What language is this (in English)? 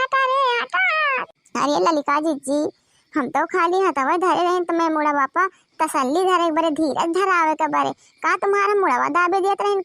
Awadhi